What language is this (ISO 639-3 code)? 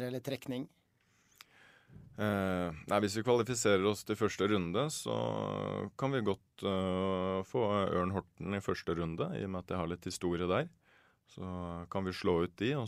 nor